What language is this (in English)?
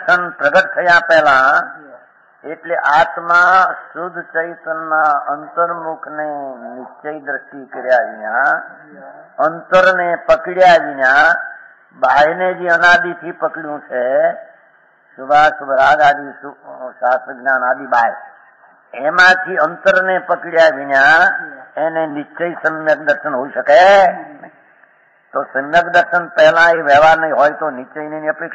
Gujarati